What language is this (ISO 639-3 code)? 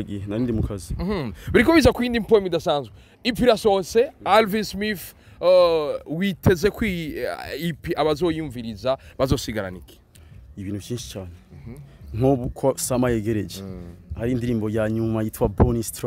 run